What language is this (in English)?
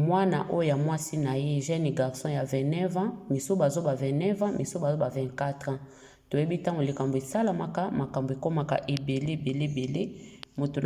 Lingala